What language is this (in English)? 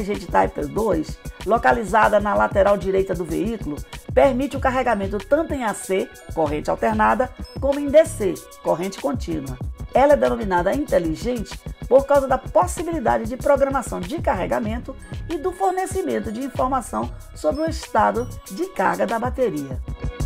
Portuguese